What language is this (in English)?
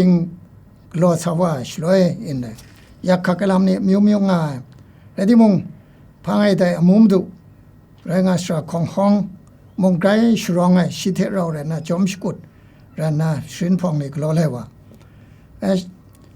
Kachin